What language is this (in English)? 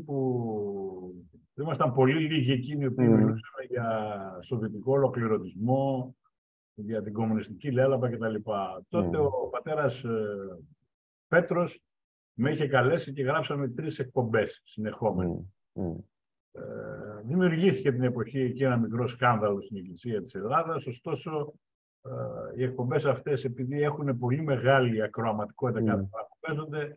Greek